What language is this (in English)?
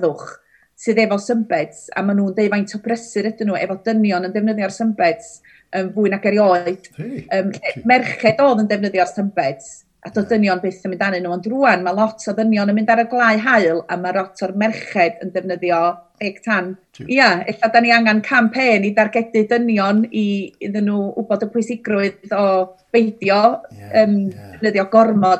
Welsh